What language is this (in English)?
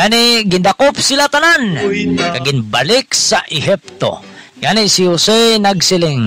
Hiligaynon